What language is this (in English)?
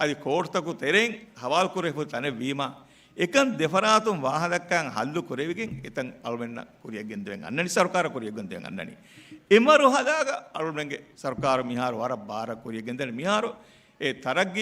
Divehi